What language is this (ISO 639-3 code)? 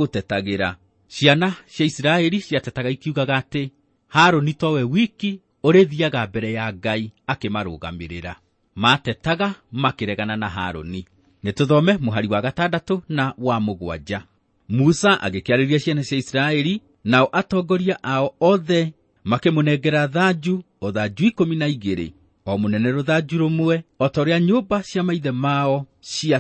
kik